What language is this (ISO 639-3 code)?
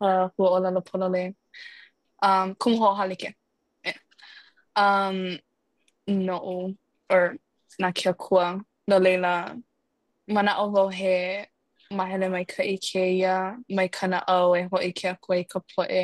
haw